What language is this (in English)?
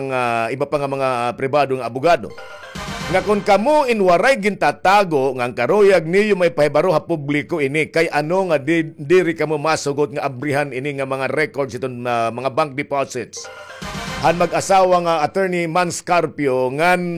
Waray